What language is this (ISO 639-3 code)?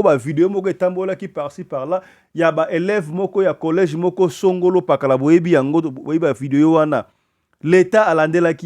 lin